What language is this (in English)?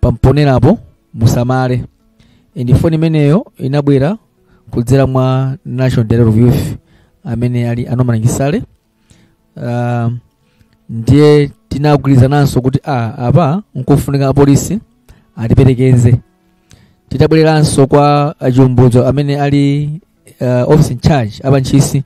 Nyanja